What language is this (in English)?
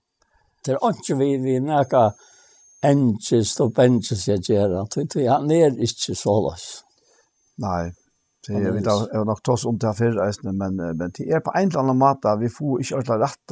Faroese